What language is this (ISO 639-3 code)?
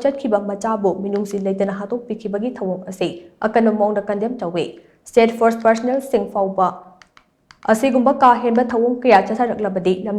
mni